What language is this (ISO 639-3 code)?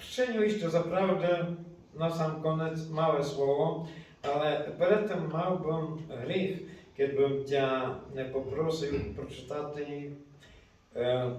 rue